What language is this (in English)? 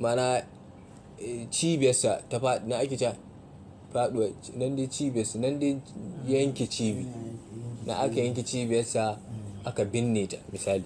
Hausa